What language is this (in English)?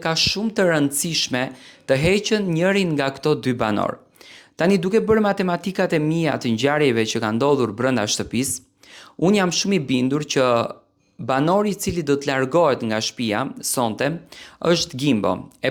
Albanian